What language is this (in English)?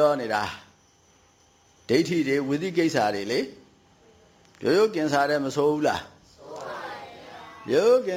Burmese